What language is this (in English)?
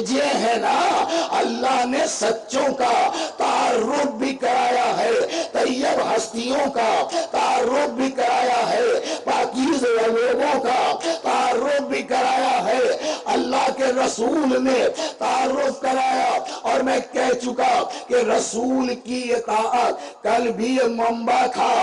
Urdu